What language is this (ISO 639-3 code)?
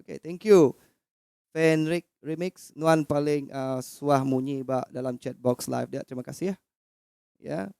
iba